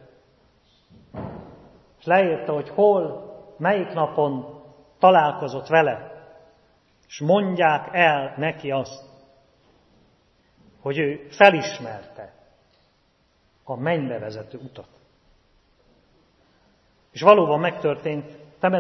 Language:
Hungarian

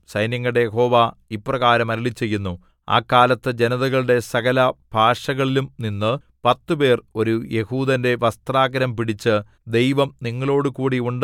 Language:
Malayalam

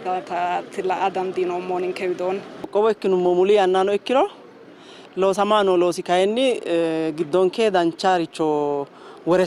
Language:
Sidamo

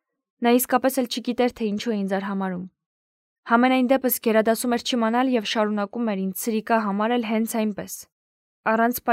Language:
Armenian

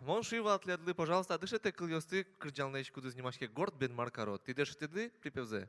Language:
Udmurt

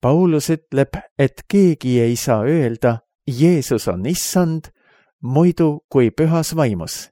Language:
Estonian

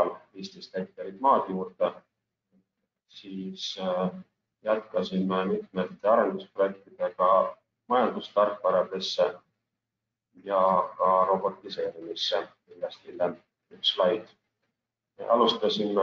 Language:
Estonian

